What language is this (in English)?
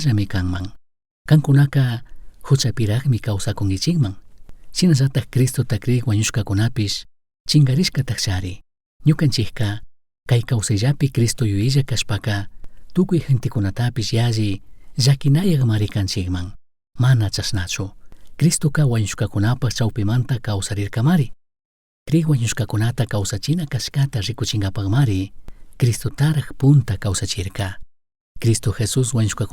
Chimborazo Highland Quichua